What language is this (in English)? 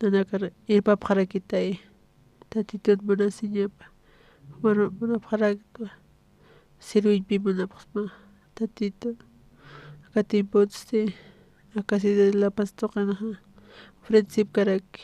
Aymara